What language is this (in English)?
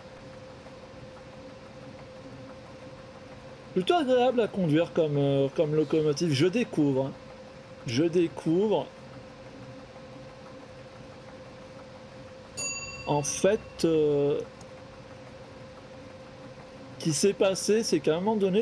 French